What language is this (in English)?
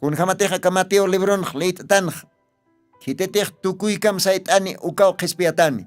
Aymara